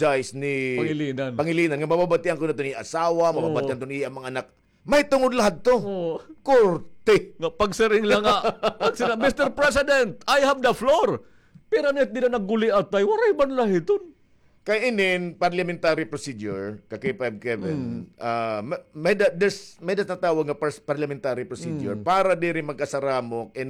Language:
Waray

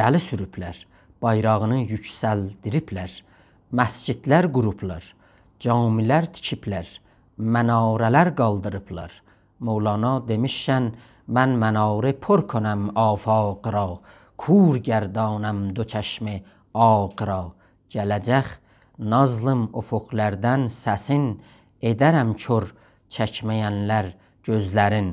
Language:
South Azerbaijani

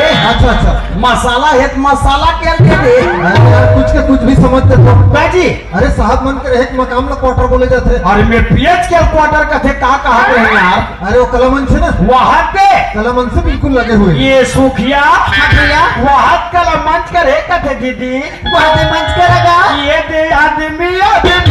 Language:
Chhattisgarhi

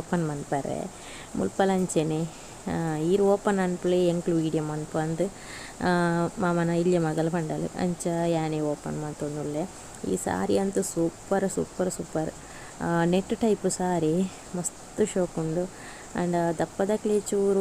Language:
Tulu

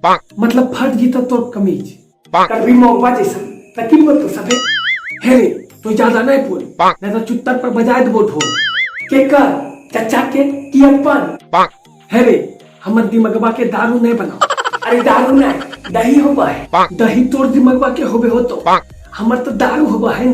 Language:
Magahi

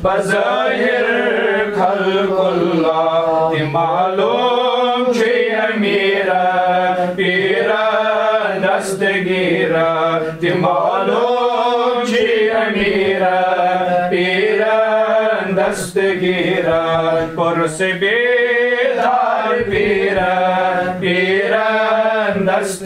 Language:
Kashmiri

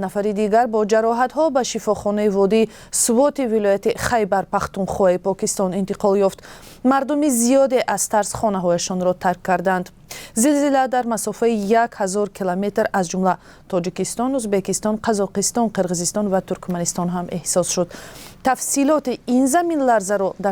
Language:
Tajik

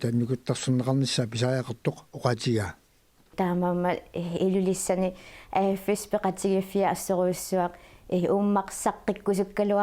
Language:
Kalaallisut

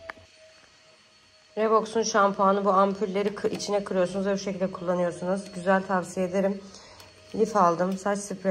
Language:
Turkish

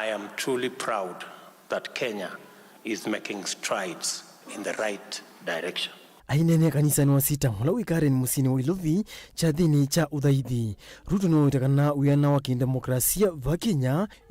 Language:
Kamba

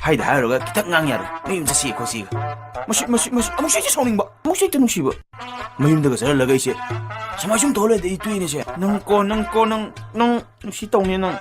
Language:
Manipuri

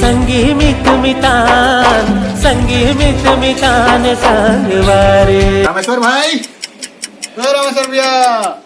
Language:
Chhattisgarhi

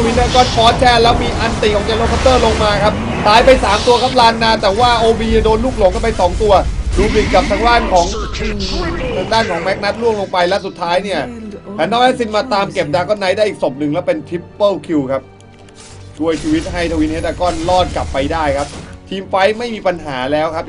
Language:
Thai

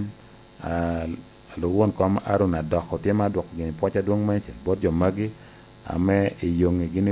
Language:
Lango (Uganda)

